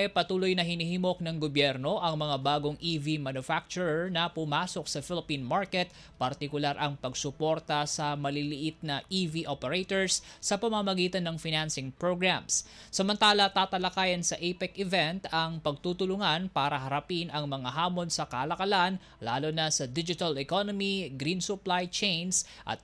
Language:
Filipino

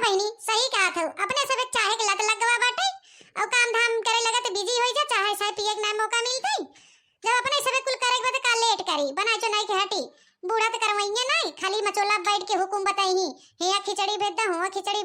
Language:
Awadhi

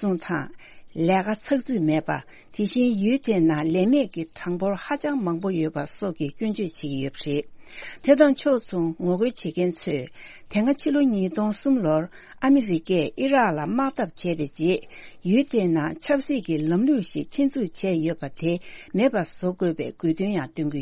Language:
Tibetan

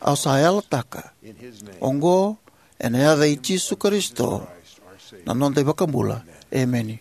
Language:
Fijian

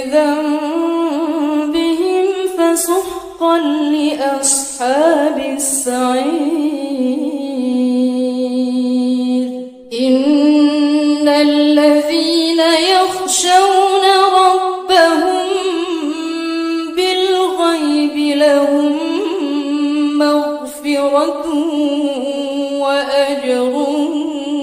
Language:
Arabic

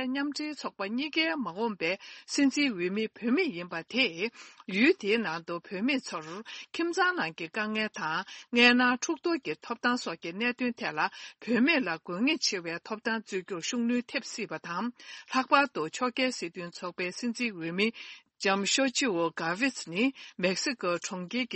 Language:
Tibetan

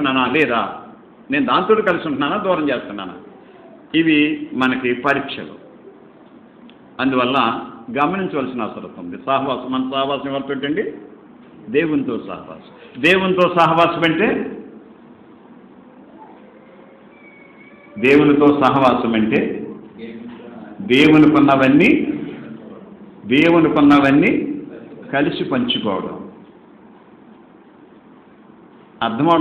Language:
Telugu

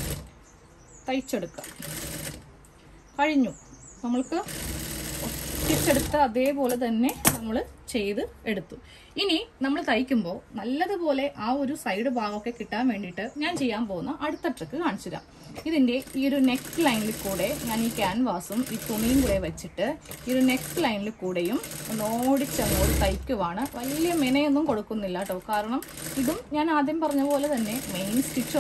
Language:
Malayalam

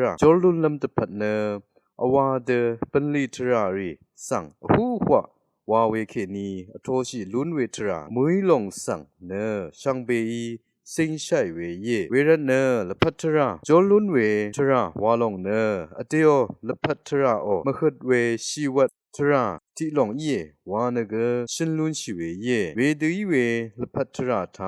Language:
Rawang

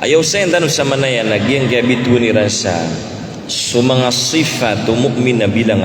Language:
Maranao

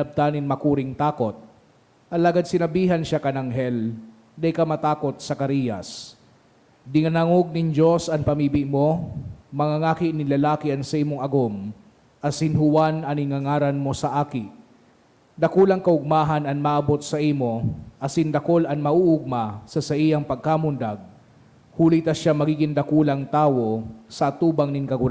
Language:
Bikol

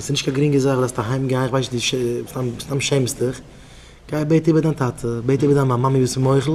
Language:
Yiddish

